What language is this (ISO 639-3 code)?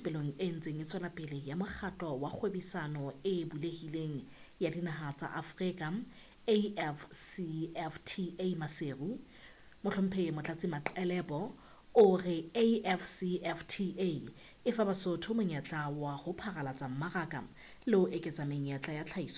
sot